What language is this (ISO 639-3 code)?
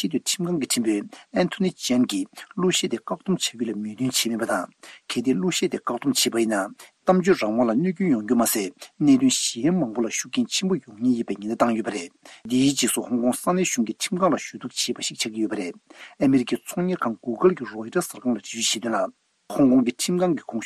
bod